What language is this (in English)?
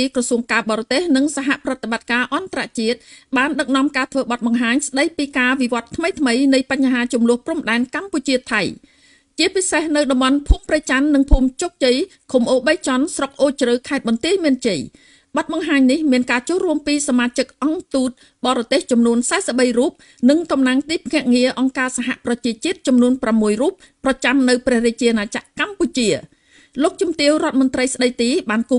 Khmer